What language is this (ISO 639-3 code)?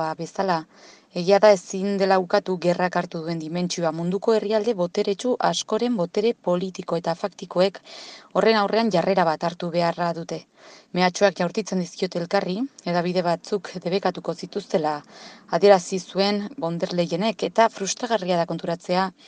eus